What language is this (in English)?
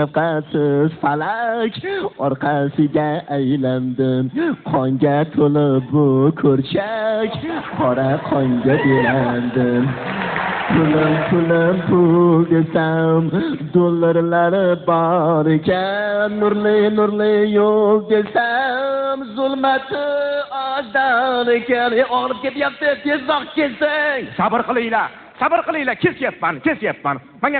Uzbek